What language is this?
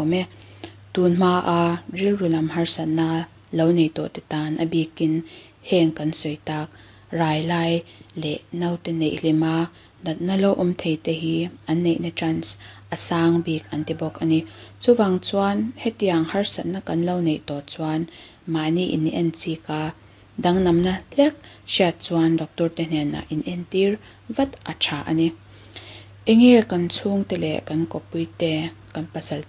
Mizo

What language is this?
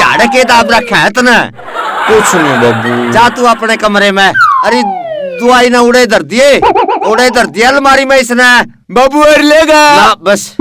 Haryanvi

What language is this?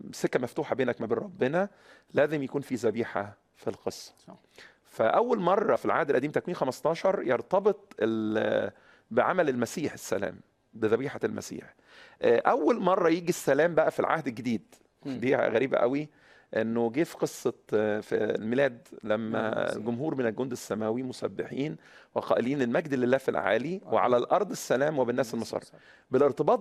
Egyptian Arabic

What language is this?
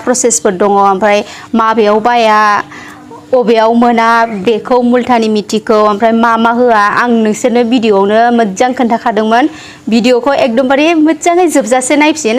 Bodo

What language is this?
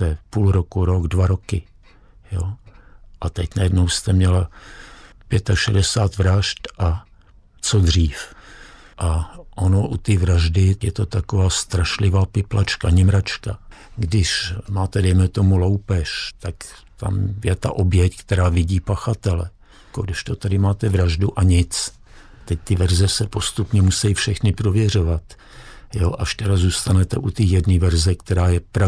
Czech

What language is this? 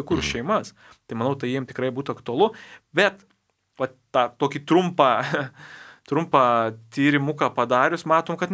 Lithuanian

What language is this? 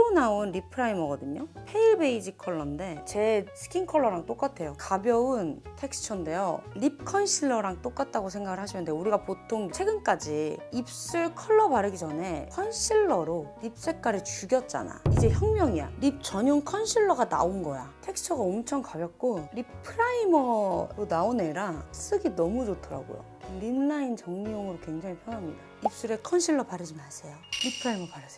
Korean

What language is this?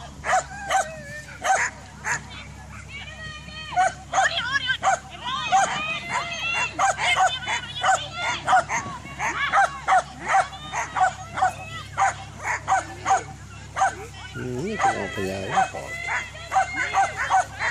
Swedish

